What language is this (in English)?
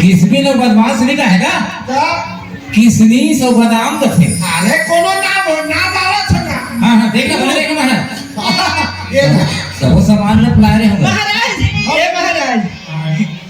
Chhattisgarhi